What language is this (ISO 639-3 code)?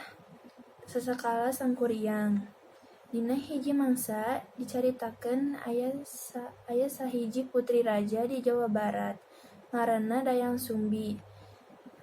sun